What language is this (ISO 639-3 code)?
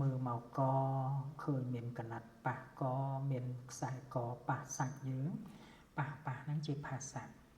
khm